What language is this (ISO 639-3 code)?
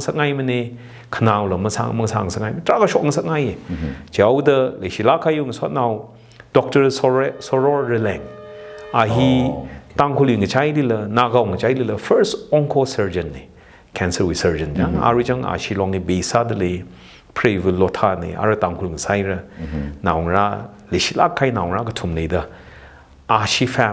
nmf